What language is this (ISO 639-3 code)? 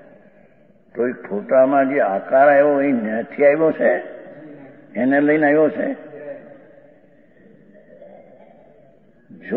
guj